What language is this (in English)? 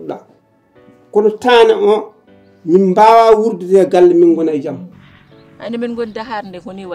Fula